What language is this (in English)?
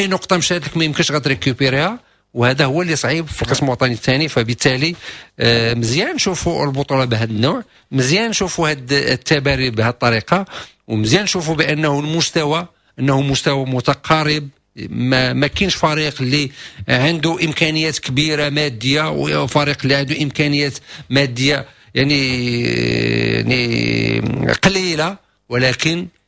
Moroccan Arabic